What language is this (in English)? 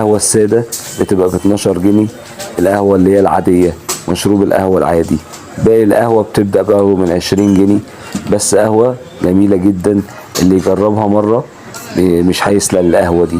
Egyptian Arabic